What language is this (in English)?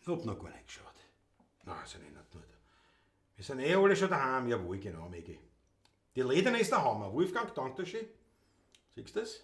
Bavarian